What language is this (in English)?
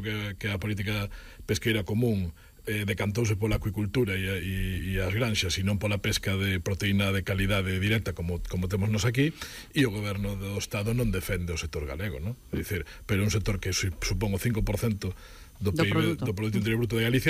Galician